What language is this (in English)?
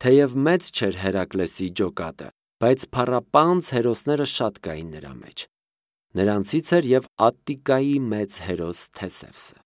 Armenian